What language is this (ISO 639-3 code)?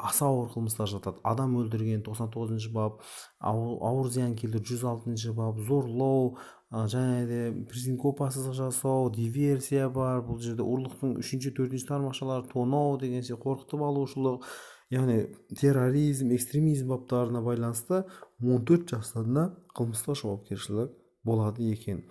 kaz